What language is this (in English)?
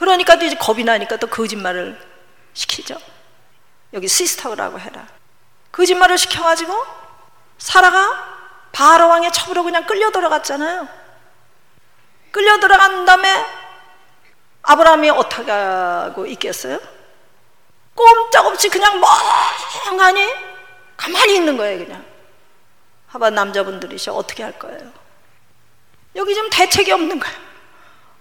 Korean